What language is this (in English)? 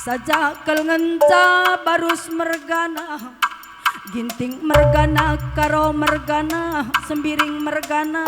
Batak Karo